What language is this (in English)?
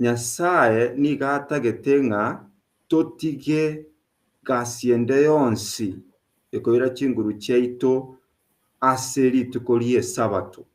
Gusii